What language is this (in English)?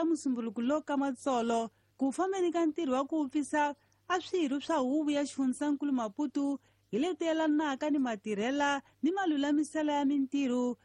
Tsonga